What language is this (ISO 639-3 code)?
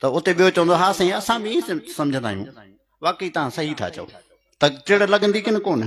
snd